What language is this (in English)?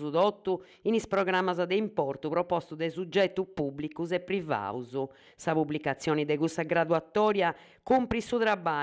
Sardinian